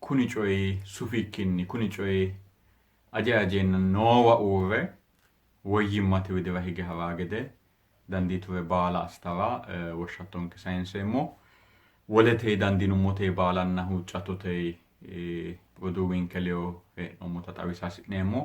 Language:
Sidamo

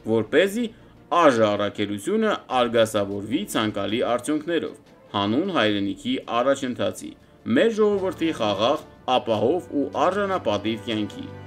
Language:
Armenian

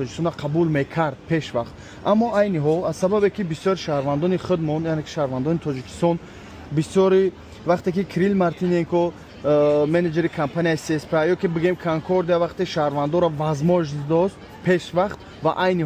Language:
Tajik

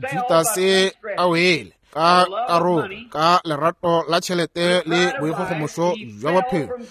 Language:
Northern Sotho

